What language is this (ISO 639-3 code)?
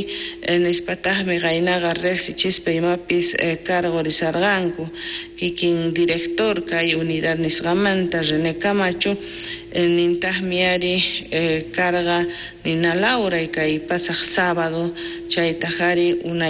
quh